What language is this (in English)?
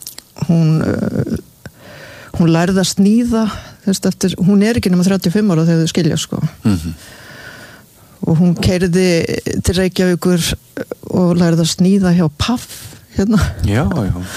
Icelandic